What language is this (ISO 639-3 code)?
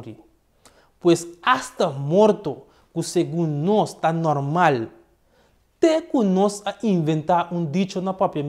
pap